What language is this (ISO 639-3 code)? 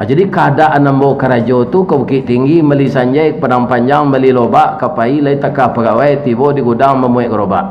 min